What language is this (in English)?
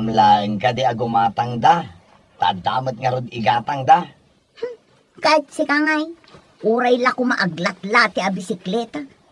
Iloko